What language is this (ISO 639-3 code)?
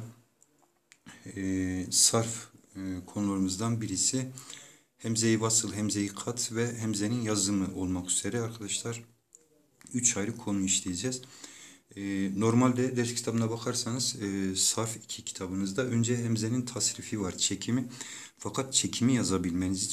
tur